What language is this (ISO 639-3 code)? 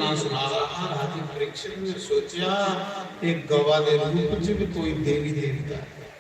doi